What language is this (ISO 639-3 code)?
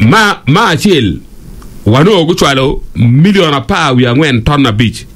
ach